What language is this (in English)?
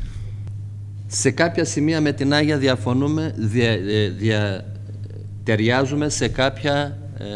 Greek